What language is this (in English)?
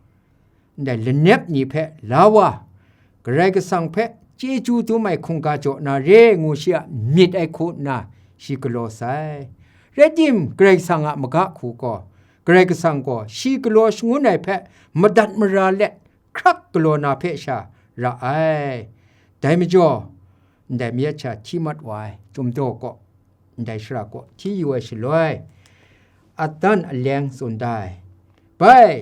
Kachin